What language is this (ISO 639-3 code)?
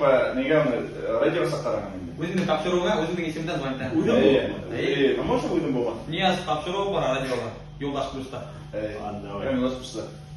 bak